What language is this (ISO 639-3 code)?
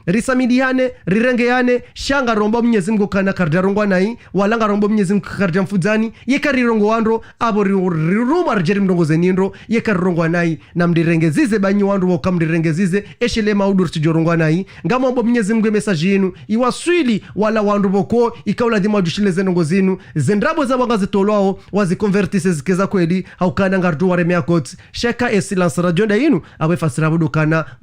zdj